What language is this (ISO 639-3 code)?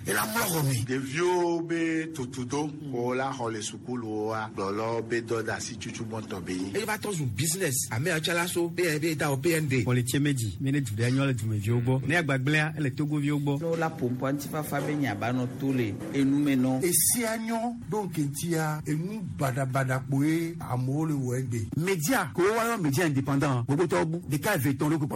gej